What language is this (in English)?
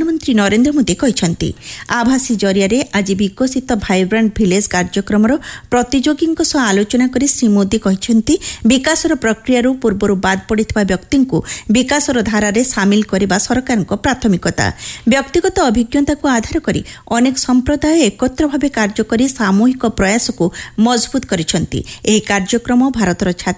Odia